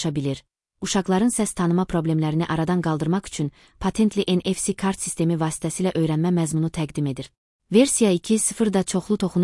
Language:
Azerbaijani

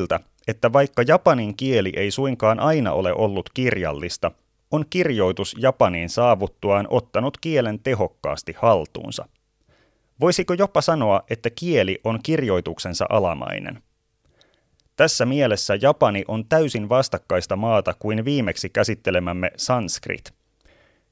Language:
Finnish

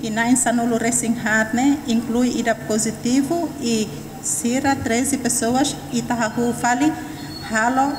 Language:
Tetum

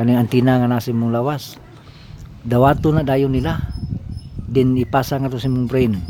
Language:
Cebuano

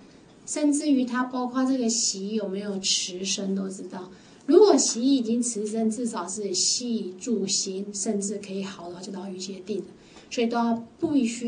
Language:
Chinese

